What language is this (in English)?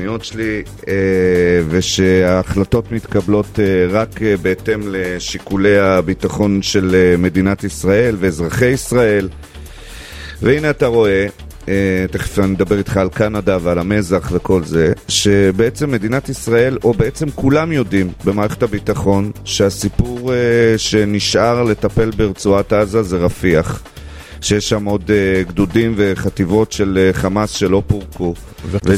Hebrew